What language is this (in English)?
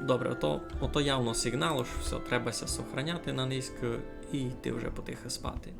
Rusyn